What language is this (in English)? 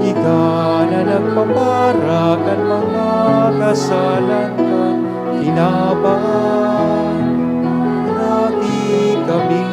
Bikol